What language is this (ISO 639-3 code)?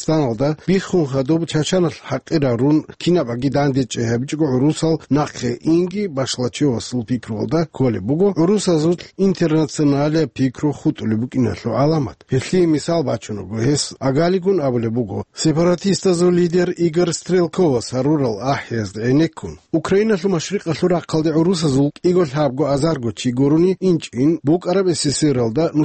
ava